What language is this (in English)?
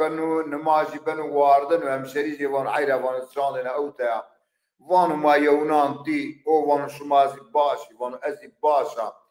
Zaza